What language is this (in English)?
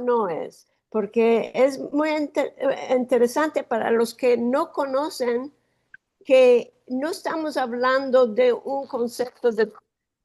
Ladino